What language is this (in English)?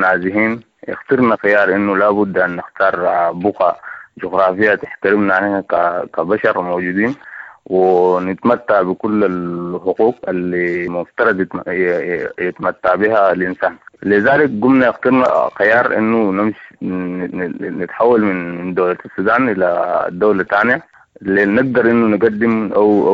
Sudanese Arabic